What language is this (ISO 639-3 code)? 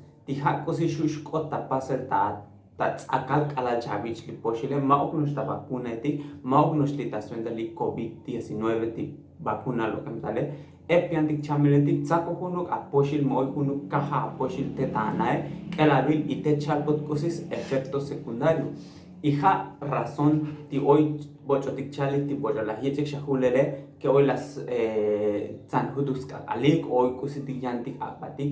tzo